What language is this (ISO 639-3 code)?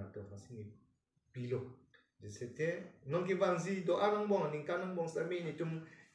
mjw